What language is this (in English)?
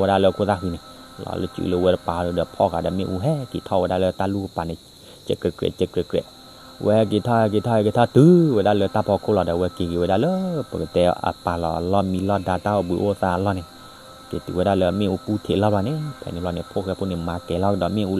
S'gaw Karen